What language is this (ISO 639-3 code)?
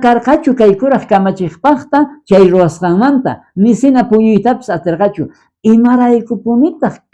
quh